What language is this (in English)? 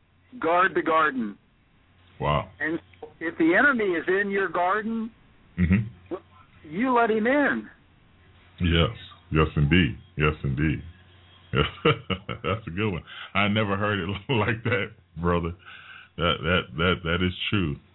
English